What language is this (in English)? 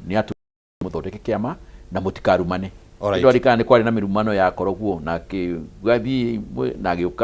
Kikuyu